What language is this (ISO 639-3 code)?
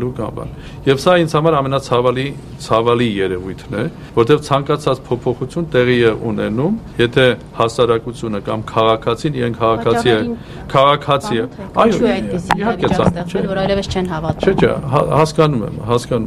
hye